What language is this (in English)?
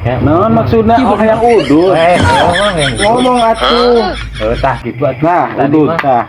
Sundanese